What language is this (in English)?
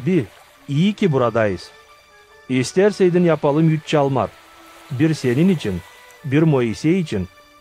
Gagauz